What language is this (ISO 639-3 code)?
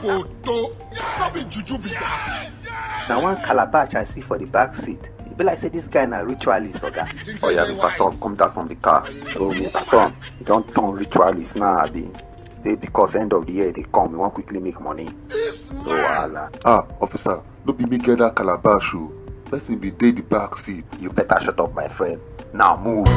pcm